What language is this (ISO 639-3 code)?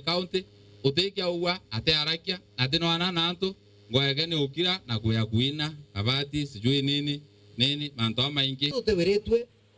mer